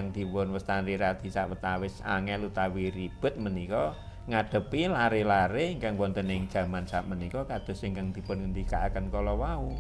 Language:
Javanese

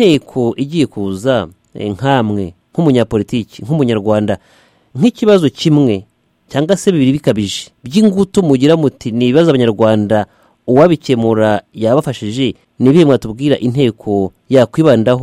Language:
Kinyarwanda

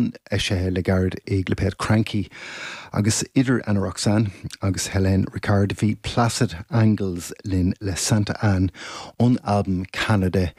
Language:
Irish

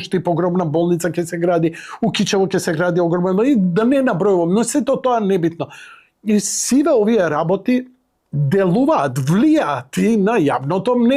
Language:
Macedonian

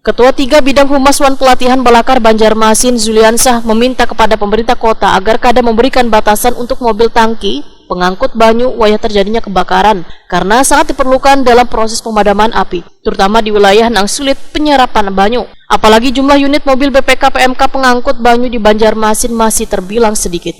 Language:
Banjar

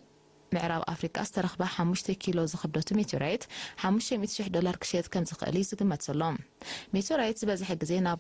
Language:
Tigrinya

